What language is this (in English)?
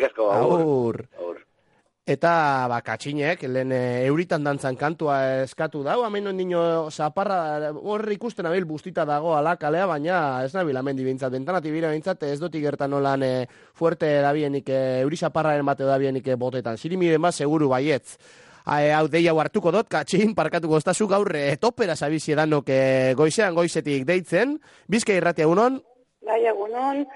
Basque